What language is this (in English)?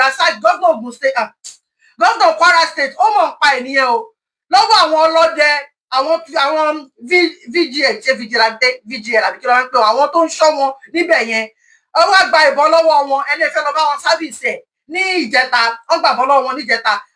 Yoruba